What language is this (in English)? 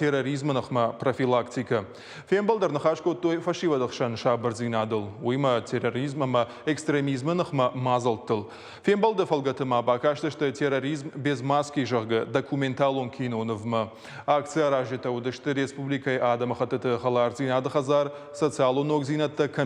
Ossetic